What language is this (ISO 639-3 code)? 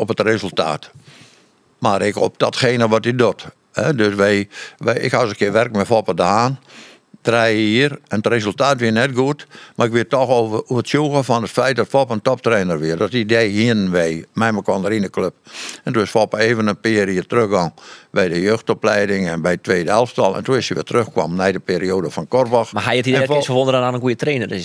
fry